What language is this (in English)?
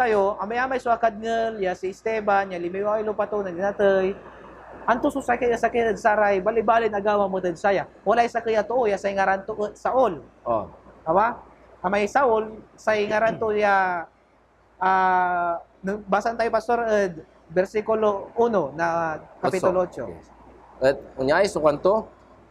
Pangasinan